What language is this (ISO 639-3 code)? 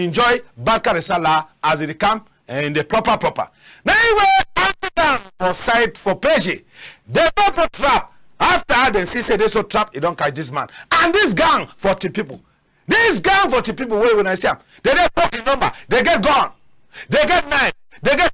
wes